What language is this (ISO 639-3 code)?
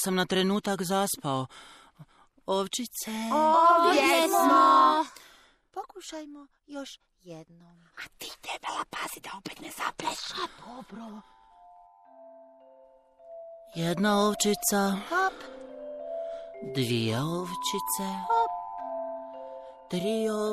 hrv